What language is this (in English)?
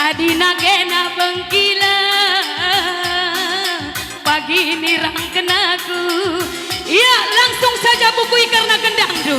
Batak Karo